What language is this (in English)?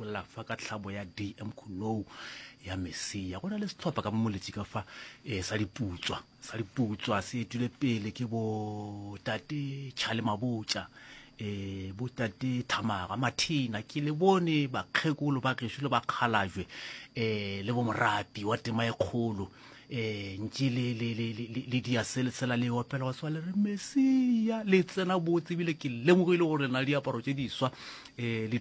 Northern Sotho